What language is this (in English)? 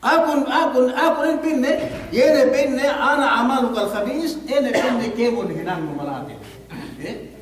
Yakan